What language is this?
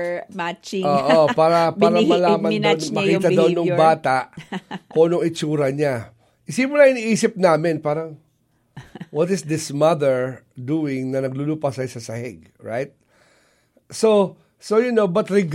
Filipino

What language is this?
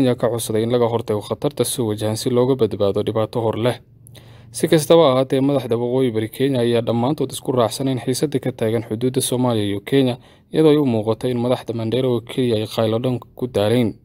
Somali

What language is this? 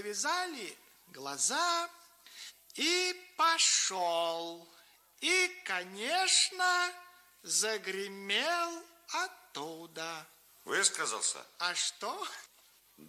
Russian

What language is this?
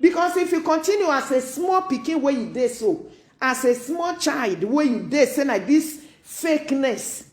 Nigerian Pidgin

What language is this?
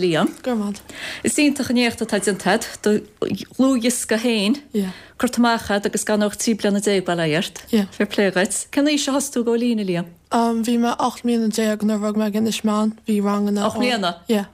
Irish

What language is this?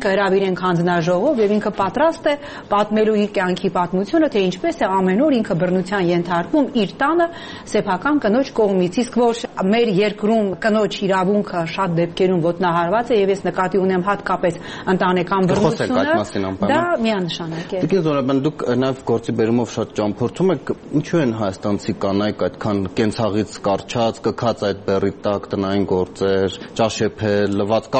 Armenian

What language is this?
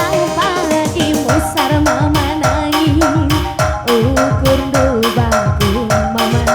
Batak Karo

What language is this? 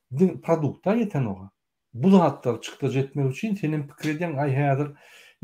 Turkmen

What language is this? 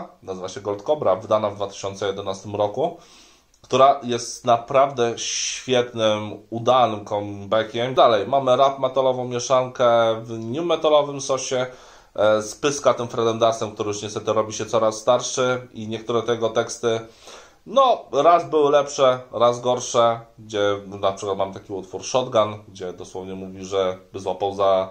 Polish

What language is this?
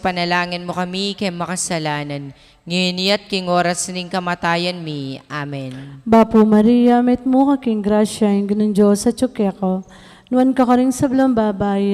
Pampanga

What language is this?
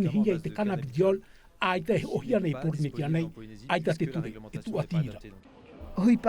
Tahitian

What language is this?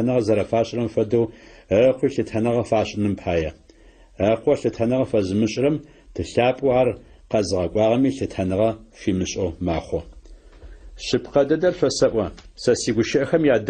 Adyghe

